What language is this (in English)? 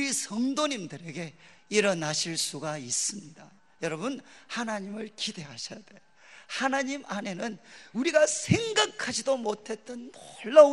Korean